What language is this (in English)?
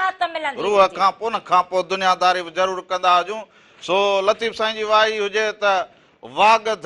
Sindhi